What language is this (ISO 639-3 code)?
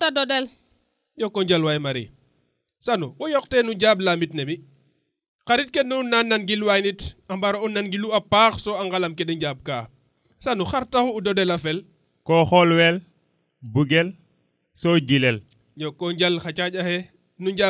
srr